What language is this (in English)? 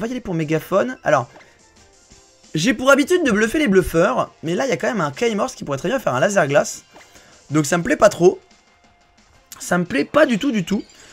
French